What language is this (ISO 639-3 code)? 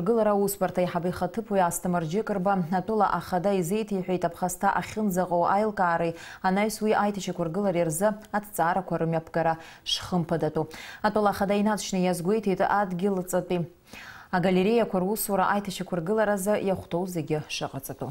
abk